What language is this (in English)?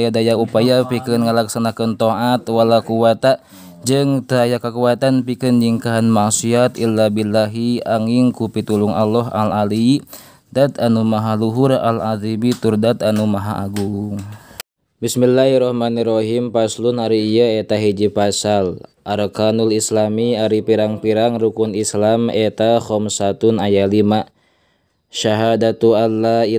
Sundanese